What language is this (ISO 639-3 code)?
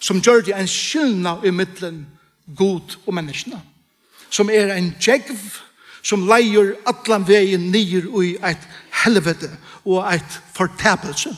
fao